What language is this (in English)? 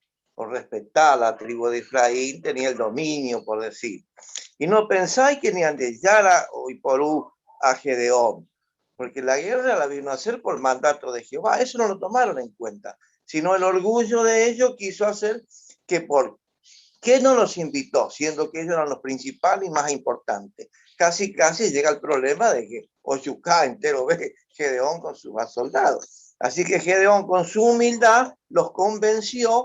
Guarani